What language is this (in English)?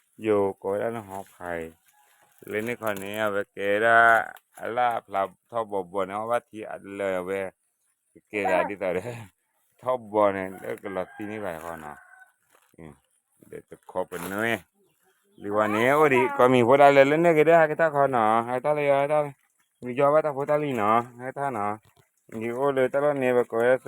S'gaw Karen